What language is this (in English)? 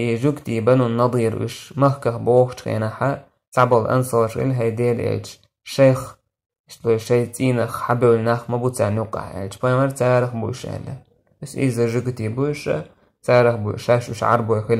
Chechen